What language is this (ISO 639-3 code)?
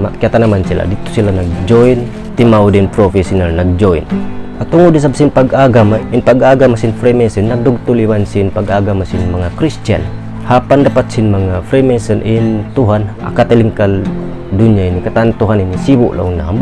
tsg